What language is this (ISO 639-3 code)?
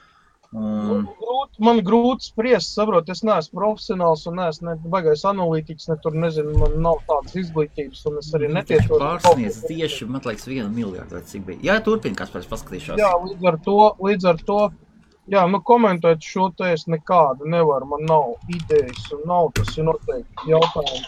lav